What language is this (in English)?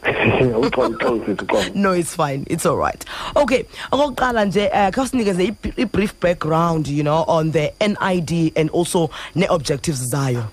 Xhosa